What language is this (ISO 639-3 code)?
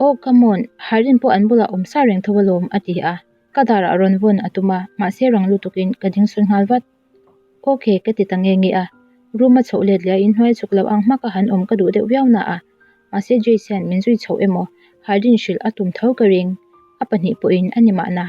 lus